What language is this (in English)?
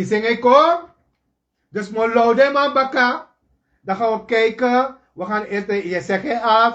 Sranan Tongo